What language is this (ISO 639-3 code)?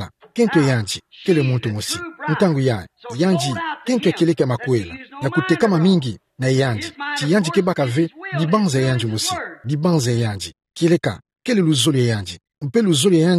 ktu